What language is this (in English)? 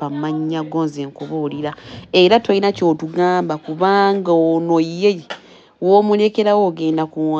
Ganda